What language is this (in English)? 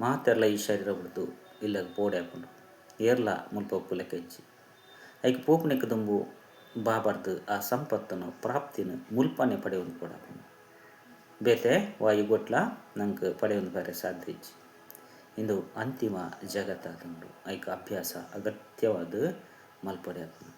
Tulu